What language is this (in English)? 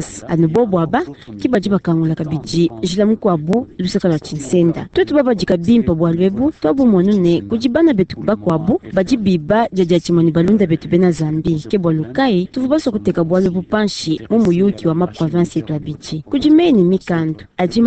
Luba-Lulua